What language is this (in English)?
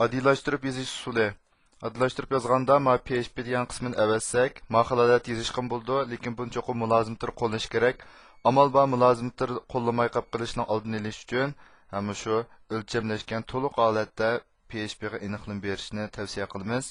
Uyghur